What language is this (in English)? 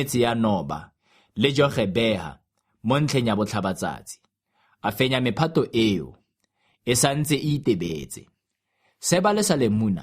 Tswana